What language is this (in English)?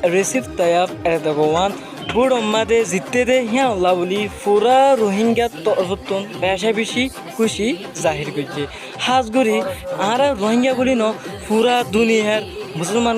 Rohingya